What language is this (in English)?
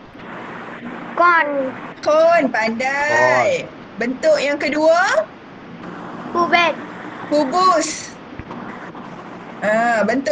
Malay